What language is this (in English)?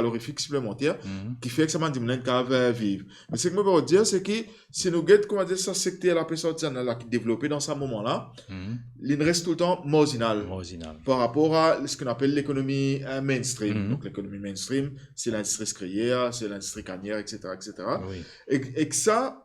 Morisyen